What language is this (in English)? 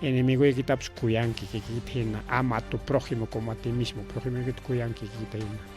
Ayacucho Quechua